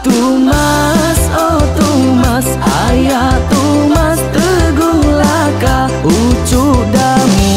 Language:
Iban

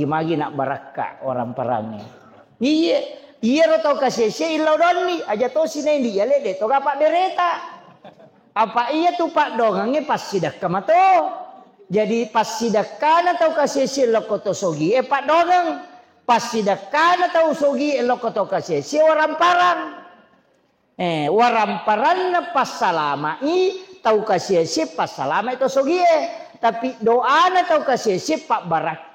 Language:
Buginese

